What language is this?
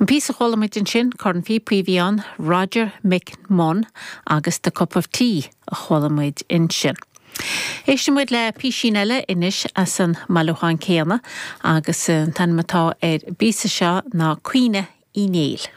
Irish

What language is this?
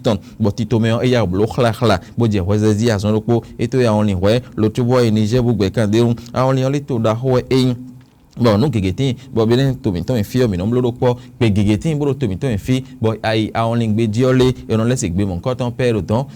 Fon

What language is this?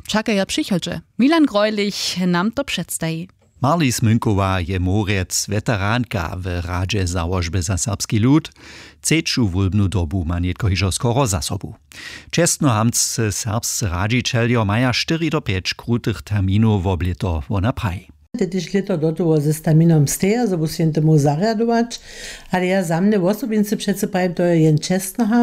Upper Sorbian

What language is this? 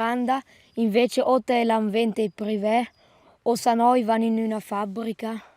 Romansh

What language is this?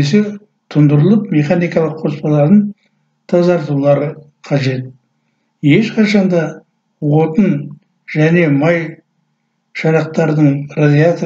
Kazakh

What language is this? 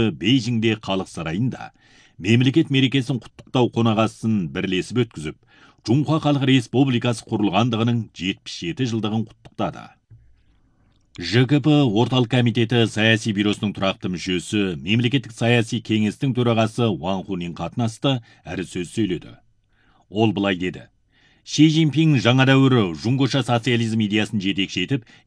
Kazakh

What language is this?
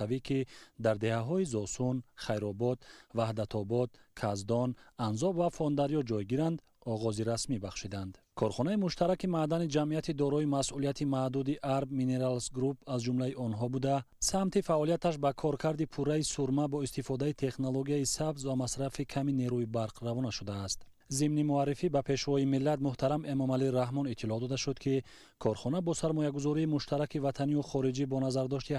Tajik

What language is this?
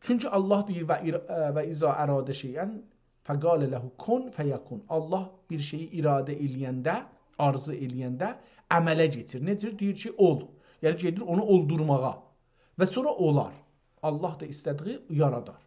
South Azerbaijani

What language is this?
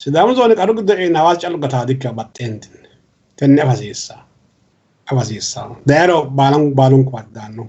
Sidamo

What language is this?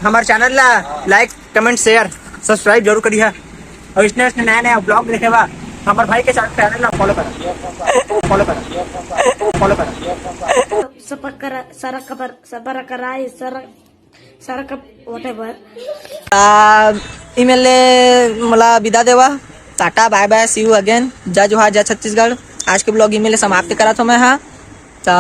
Chhattisgarhi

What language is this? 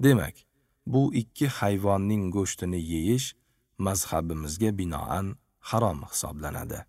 Uzbek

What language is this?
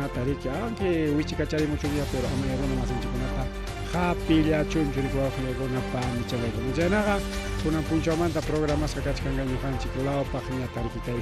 Ayacucho Quechua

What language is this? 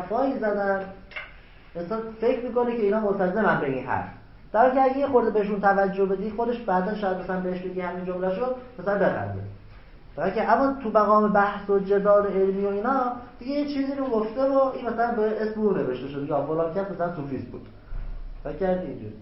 Persian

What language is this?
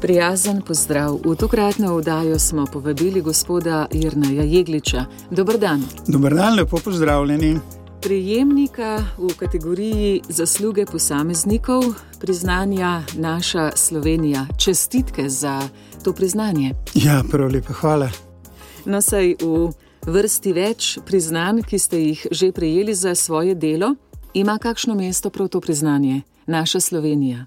Slovenian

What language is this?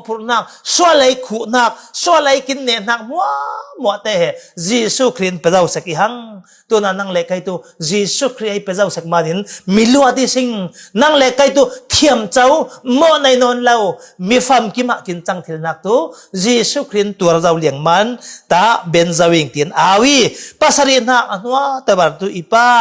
Falam Chin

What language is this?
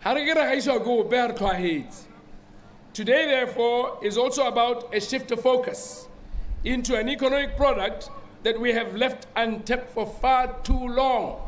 Tswana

